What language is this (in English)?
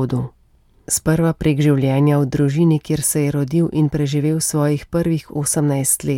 Slovenian